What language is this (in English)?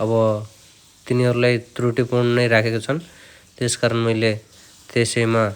Nepali